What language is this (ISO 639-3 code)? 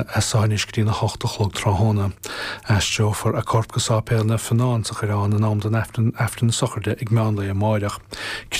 gle